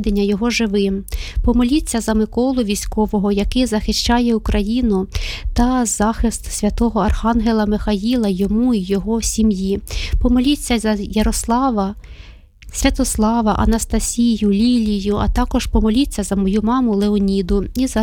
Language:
Ukrainian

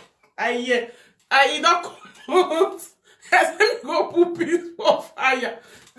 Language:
Nigerian Pidgin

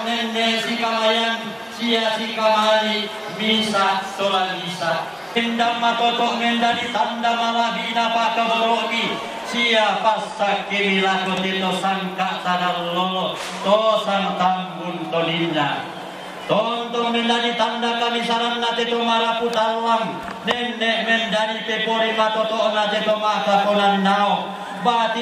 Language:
Toraja-Sa'dan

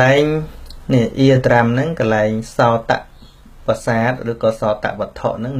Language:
Khmer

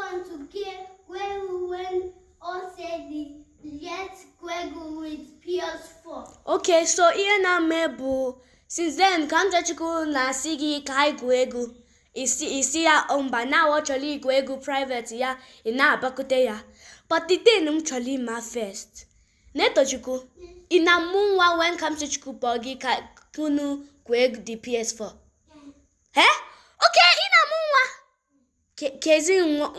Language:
Igbo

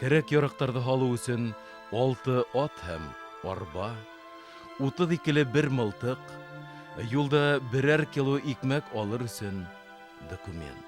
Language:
Bashkir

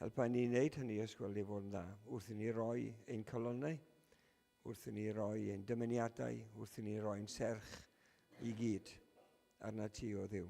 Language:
Welsh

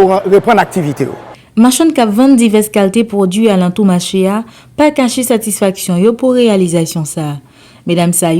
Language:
Haitian Creole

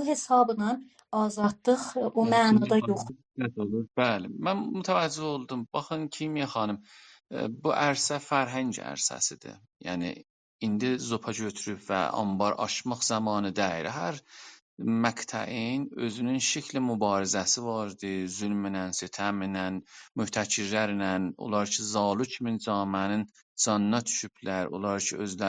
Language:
South Azerbaijani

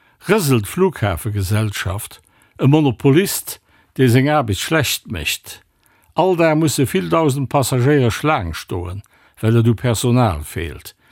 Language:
Luxembourgish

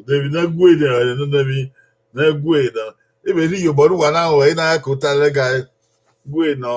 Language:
Bini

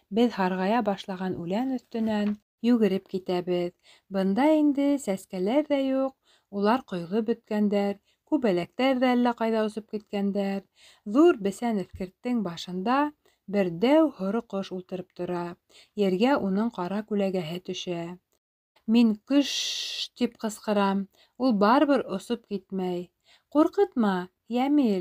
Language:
Bashkir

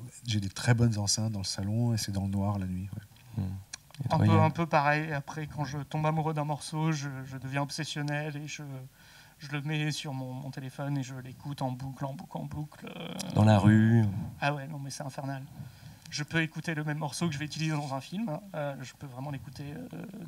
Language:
French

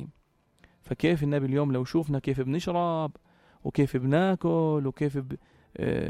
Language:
North Levantine Arabic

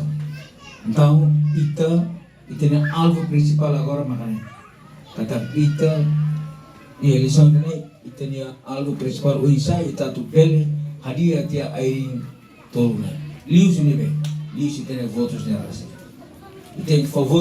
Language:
Tetum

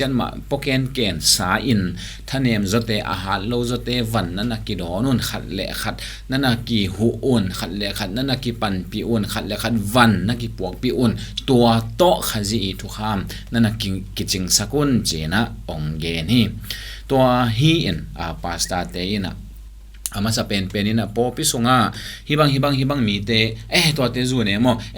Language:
Tedim Chin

